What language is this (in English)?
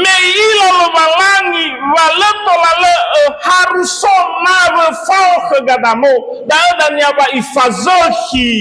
Nias